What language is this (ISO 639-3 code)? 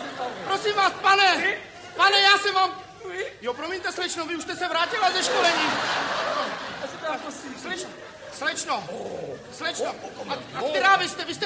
ces